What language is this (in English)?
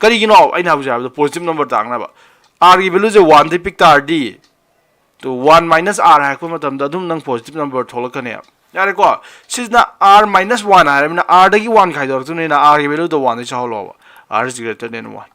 Manipuri